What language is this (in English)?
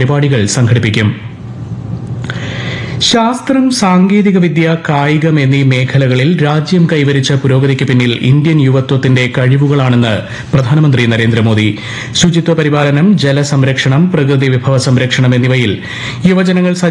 Malayalam